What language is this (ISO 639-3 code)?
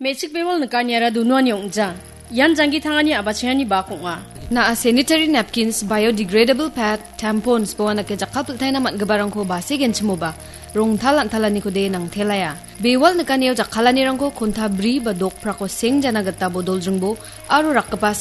grt